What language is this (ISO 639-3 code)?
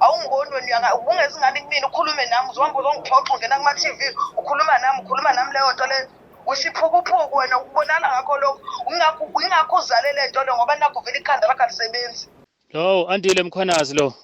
zul